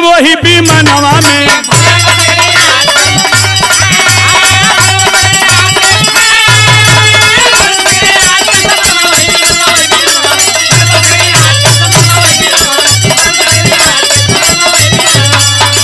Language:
Bhojpuri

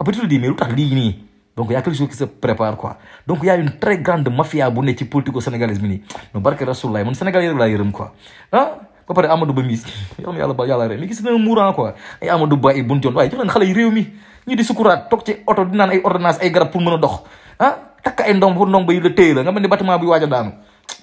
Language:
Wolof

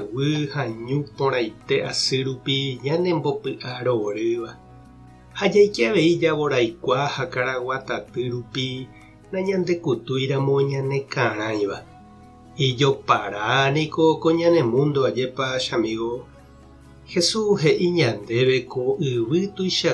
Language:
Guarani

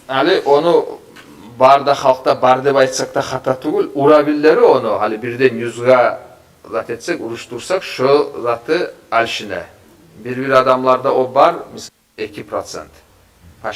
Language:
Kumyk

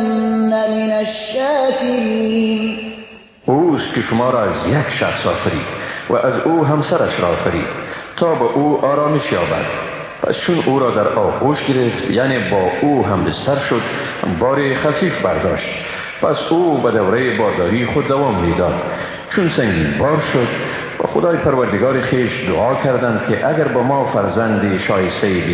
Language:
Persian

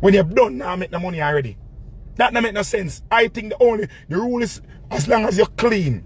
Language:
Jamaican Creole English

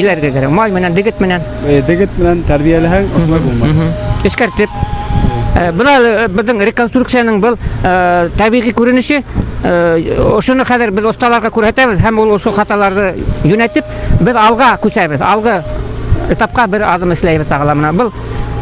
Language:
Bashkir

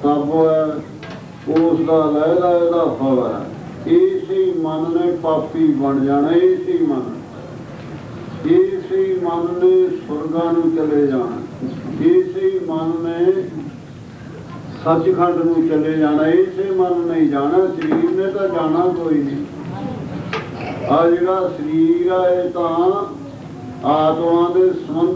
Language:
Punjabi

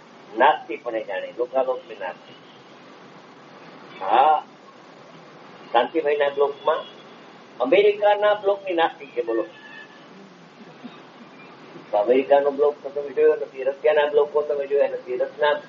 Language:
Gujarati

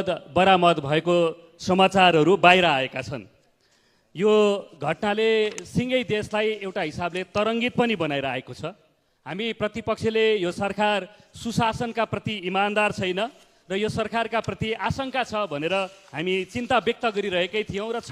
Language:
Nepali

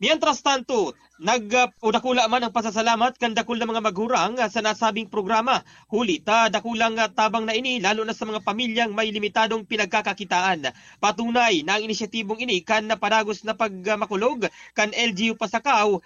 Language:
Bikol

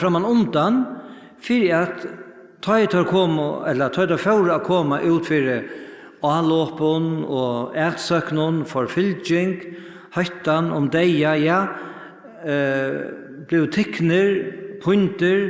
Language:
Faroese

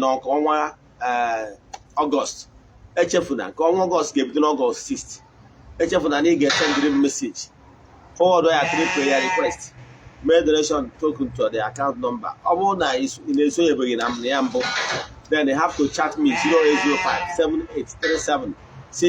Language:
Igbo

